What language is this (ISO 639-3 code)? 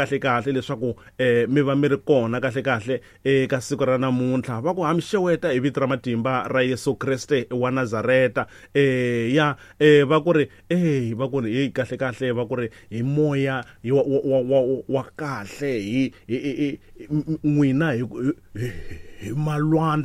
tso